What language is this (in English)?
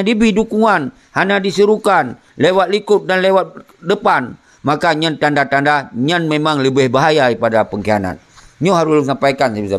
Achinese